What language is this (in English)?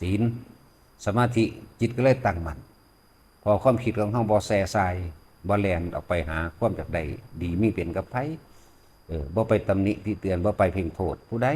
Northeastern Thai